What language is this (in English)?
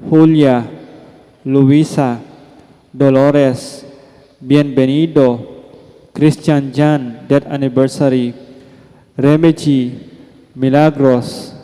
Pampanga